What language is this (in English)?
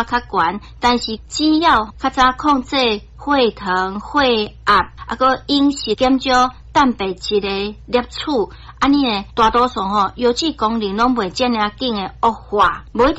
Min Nan Chinese